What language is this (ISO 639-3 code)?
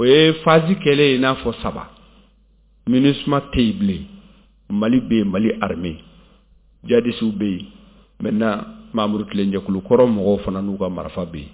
bam